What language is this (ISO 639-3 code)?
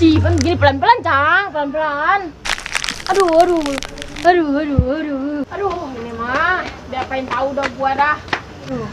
bew